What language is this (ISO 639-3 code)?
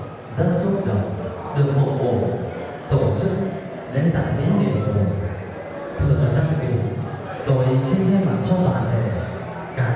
vie